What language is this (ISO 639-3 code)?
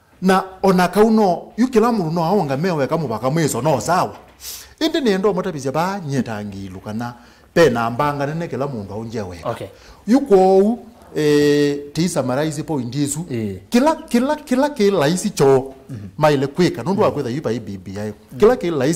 kam